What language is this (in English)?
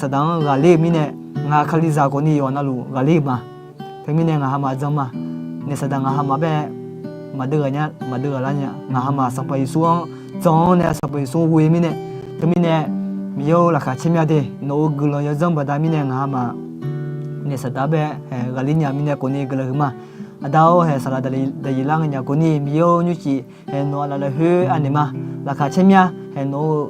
Akha